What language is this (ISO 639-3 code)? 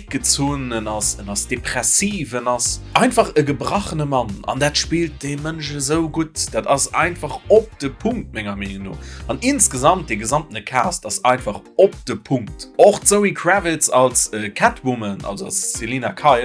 ltz